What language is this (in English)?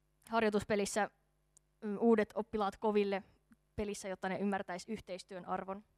Finnish